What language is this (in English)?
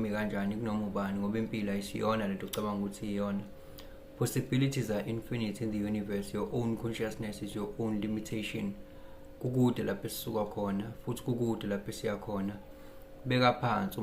Zulu